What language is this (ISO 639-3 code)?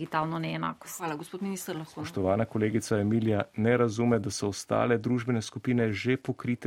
slv